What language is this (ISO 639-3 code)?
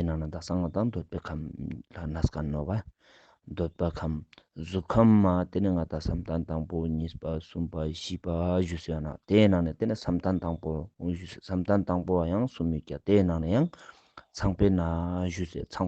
lbj